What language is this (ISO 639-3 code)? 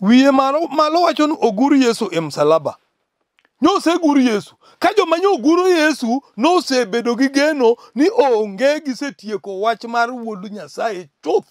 luo